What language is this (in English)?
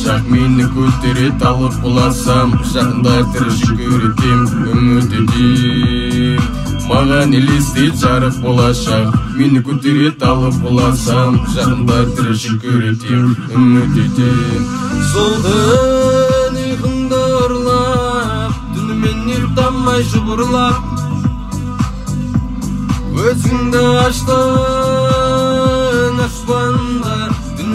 Kazakh